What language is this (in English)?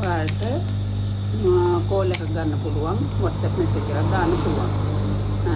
Sinhala